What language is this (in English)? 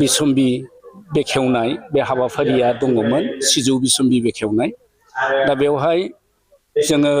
Bodo